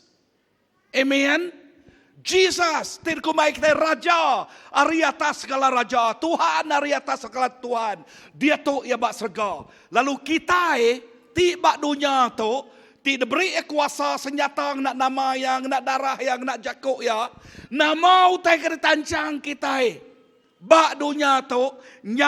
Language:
Iban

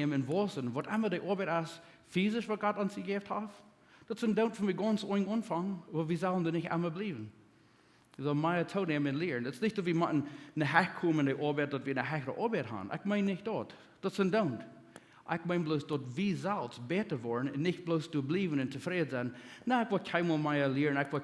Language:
Plautdietsch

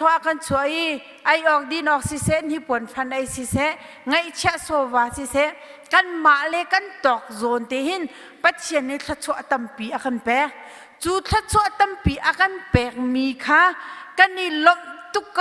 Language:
Hakha Chin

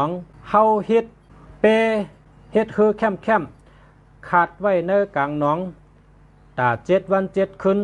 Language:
Shan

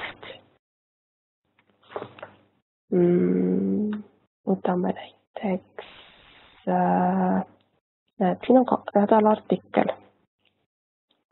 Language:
Estonian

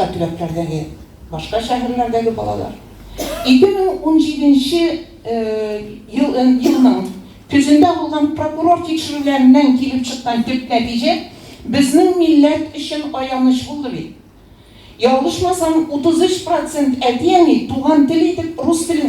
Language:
Tatar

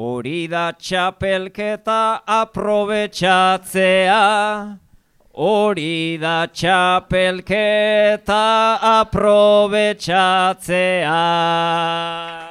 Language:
Basque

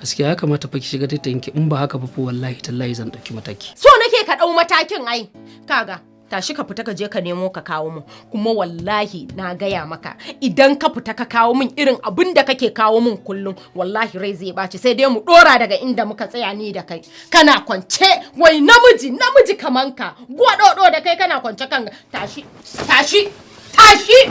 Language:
Hausa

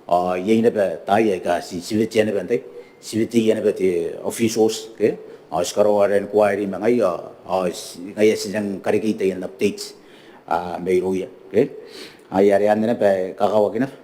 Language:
Gilbertese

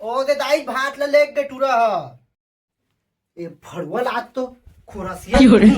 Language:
Chhattisgarhi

